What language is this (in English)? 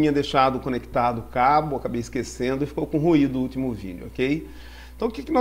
Portuguese